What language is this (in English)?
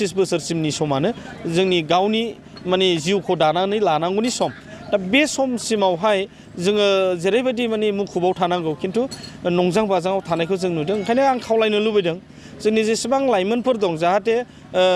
Bodo